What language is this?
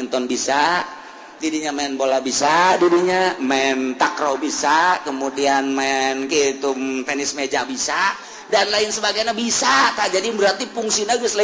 Sundanese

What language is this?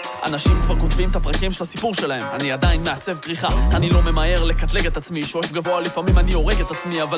Hebrew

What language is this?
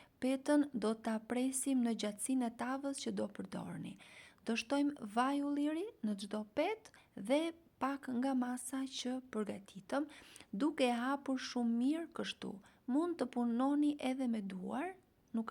Albanian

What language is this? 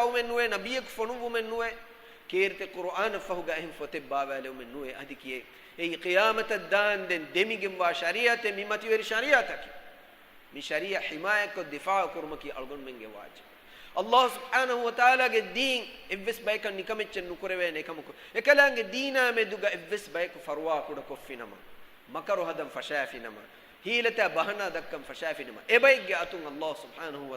Divehi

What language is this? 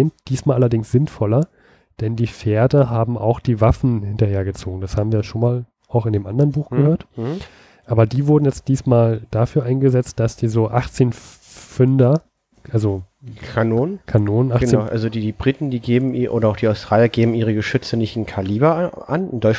German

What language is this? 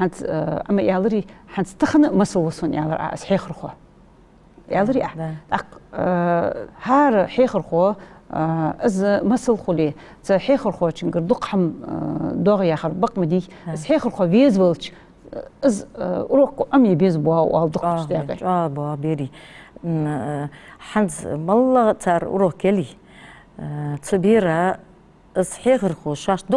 Ingush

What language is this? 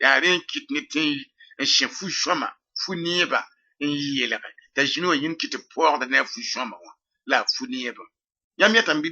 Mossi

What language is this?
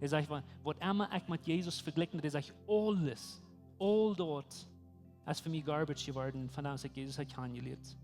Plautdietsch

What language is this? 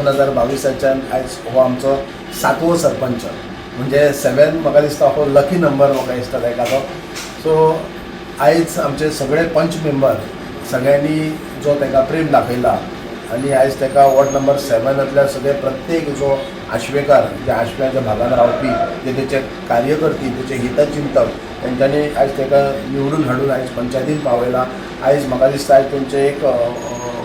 Konkani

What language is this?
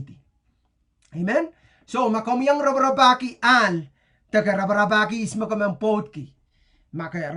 Pohnpeian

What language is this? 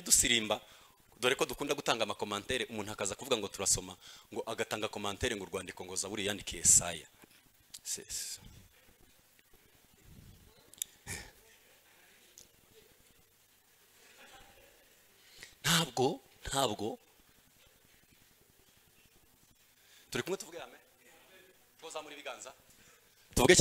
Kinyarwanda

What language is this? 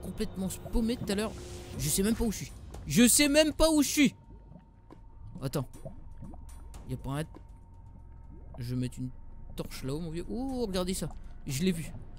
French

